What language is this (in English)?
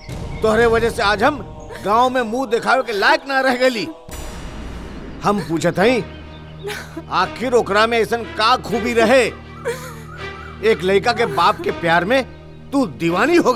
Bhojpuri